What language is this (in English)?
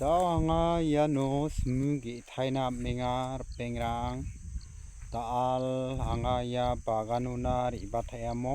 Garo